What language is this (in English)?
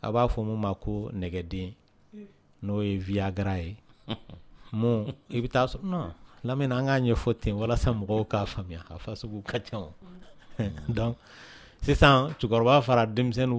Dyula